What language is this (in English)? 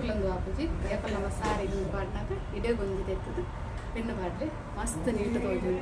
Tulu